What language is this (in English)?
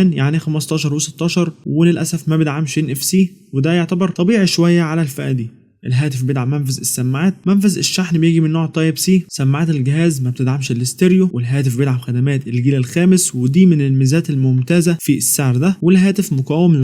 Egyptian Arabic